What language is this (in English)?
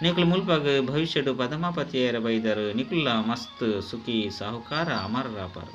Tulu